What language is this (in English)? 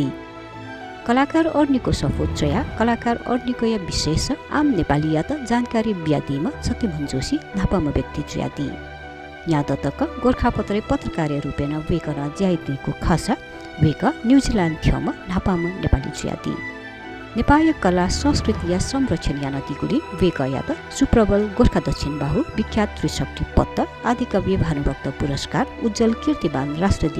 Newari